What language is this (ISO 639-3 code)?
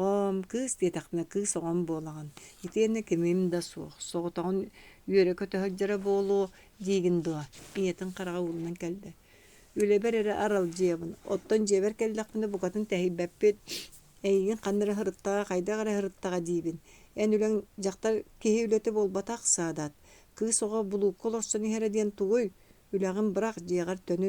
sah